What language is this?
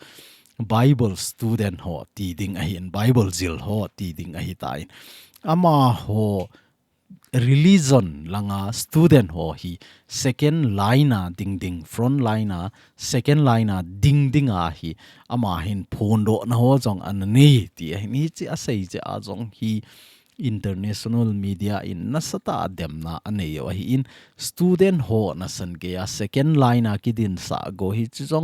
Thado Chin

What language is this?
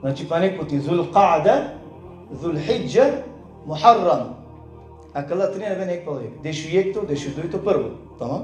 Balkan Romani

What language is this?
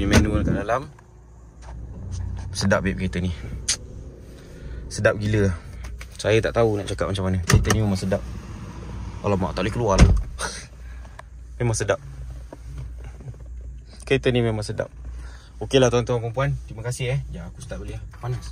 Malay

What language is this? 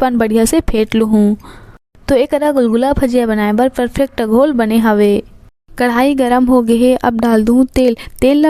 Chhattisgarhi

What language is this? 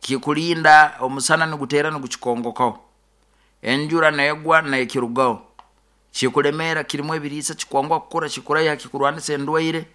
Nyoro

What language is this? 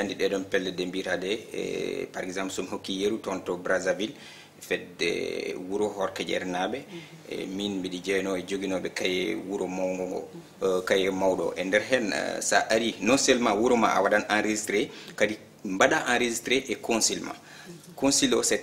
Fula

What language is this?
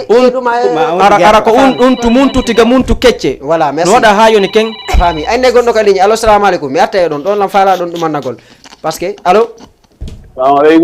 Fula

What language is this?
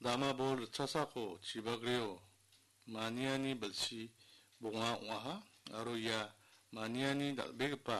Garo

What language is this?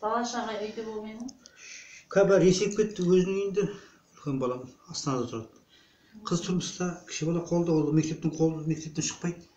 Kazakh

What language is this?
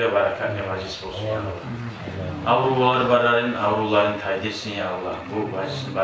Kumyk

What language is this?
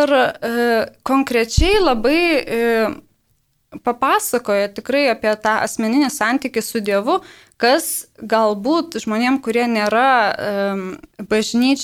Lithuanian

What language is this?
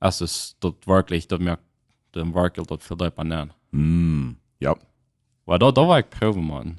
Plautdietsch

